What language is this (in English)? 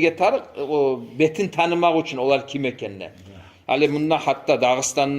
Kumyk